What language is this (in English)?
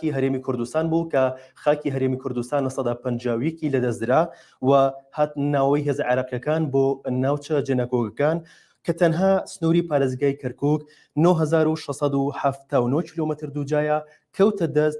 Central Kurdish